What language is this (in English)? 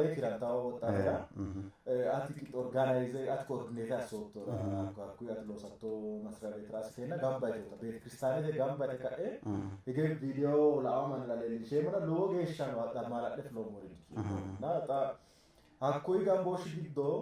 Sidamo